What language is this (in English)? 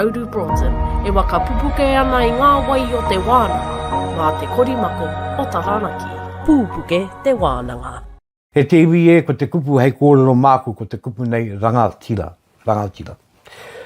Māori